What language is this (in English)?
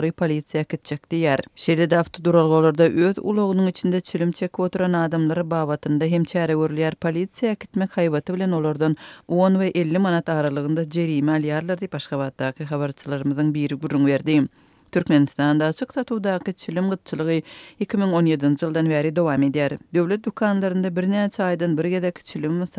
Turkmen